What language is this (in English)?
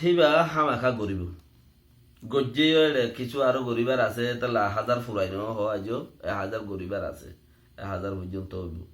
Rohingya